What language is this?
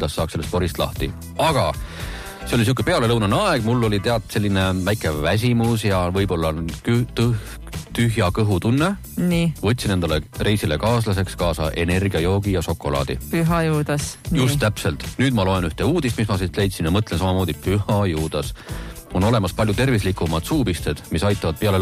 Estonian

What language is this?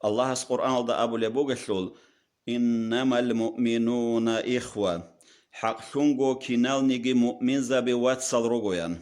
Avaric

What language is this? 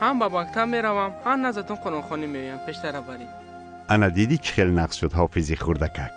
Tajik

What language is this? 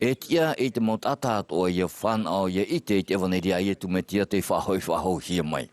Tahitian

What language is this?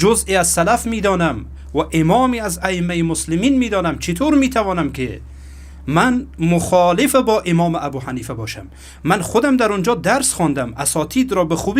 Persian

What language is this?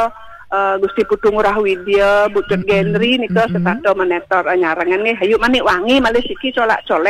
Balinese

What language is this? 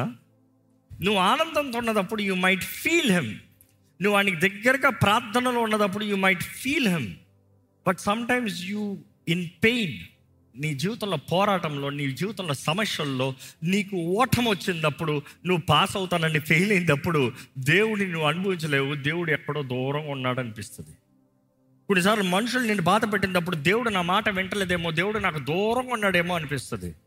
Telugu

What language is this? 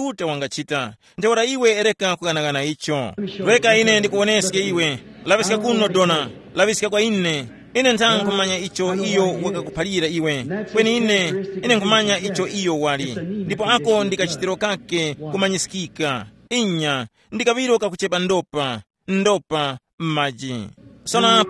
Tumbuka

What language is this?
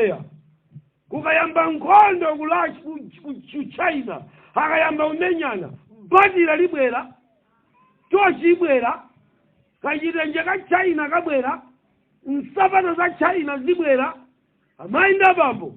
Nyanja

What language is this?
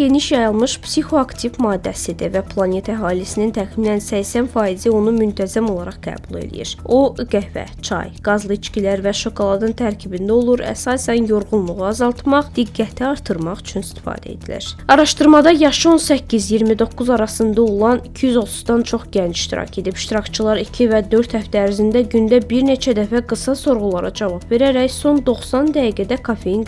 Azerbaijani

